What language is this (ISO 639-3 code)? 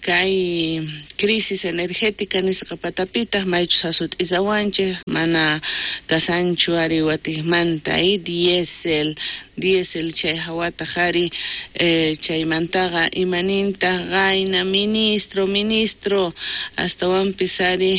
quh